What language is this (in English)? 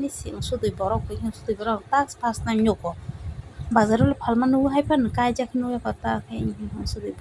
Kok Borok